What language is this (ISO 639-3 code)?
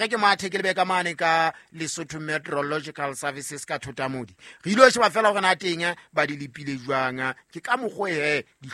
sot